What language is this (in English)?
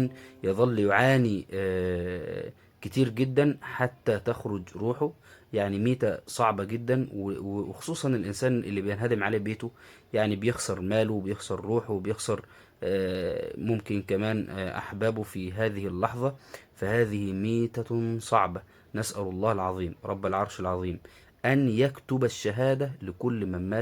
Egyptian Arabic